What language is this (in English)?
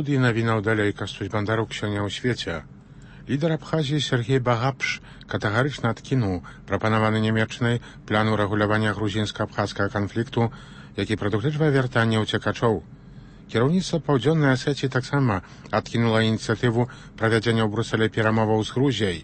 Belarusian